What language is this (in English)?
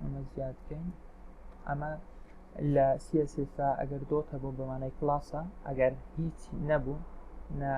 Central Kurdish